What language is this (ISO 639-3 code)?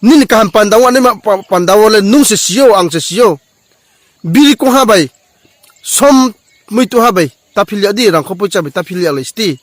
ria